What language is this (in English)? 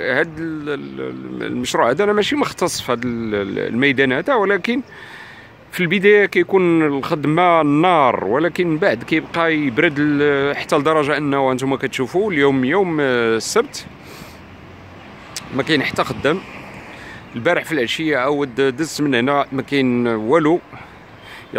Moroccan Arabic